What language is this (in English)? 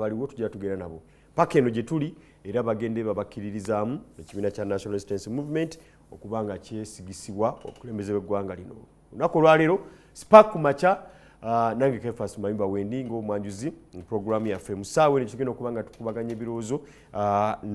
Ganda